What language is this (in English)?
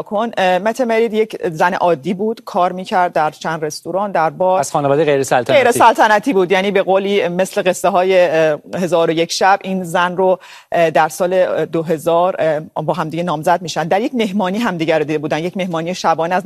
Persian